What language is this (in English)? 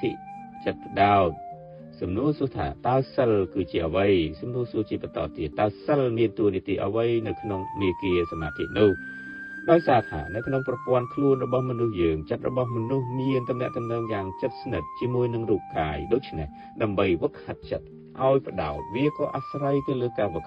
Khmer